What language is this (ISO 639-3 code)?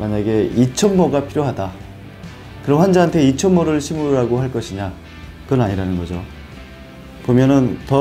kor